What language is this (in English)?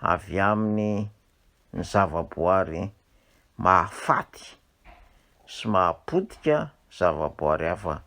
Malagasy